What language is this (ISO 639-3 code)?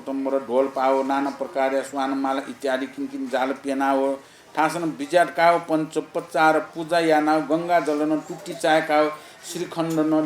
new